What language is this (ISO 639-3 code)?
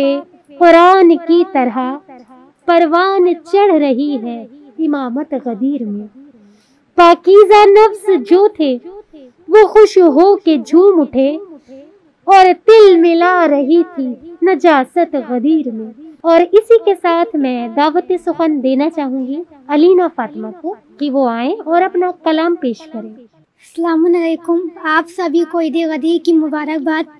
urd